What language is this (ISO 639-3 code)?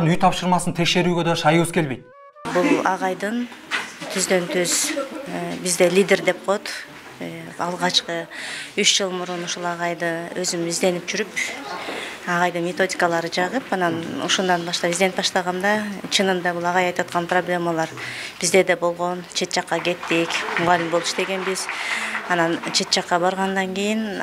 kir